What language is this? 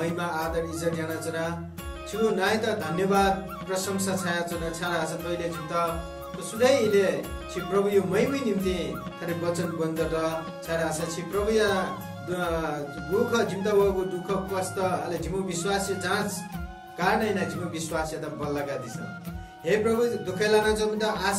Newari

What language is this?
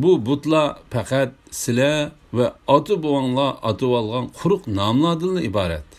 Uyghur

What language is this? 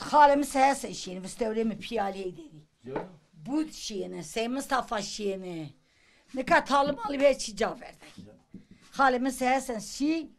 Zaza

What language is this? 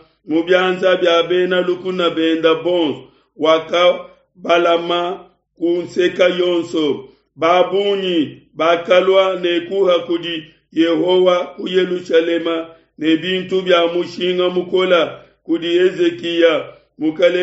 Luba-Lulua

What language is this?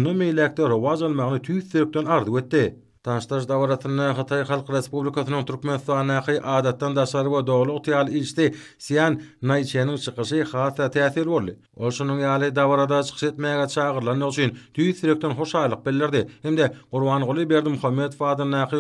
Turkmen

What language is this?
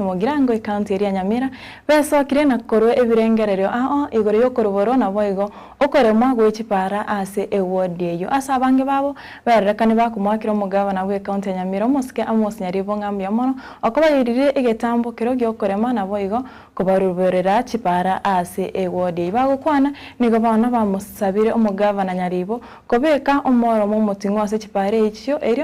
Gusii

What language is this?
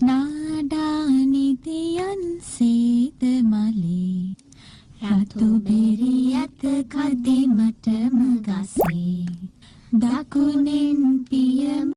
Sinhala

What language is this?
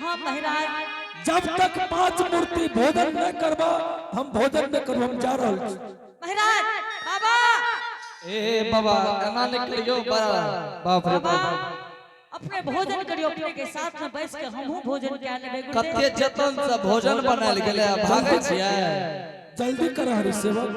Angika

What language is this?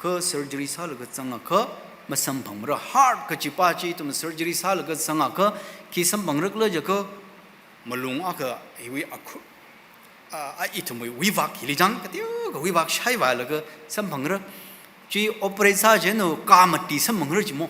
Tangkhul Naga (India)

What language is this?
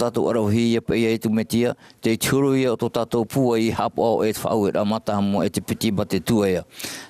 Tahitian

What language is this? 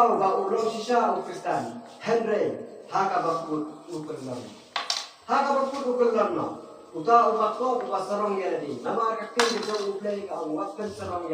Khasi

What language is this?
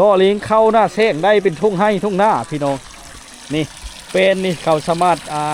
Lao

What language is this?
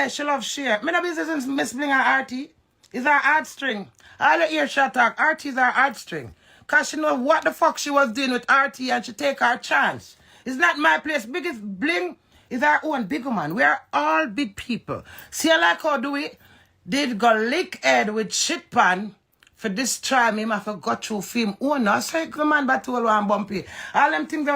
Jamaican Creole English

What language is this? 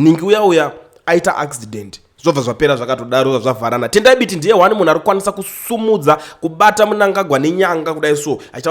Shona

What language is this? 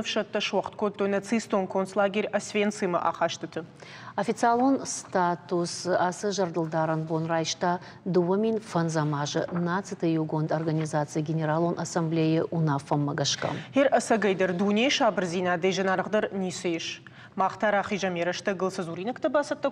Ossetic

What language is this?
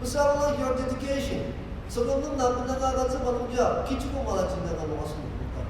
Ao Naga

